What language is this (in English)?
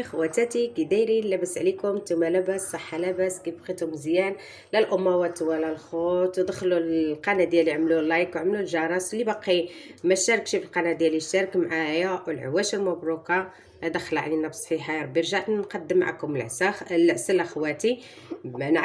Moroccan Arabic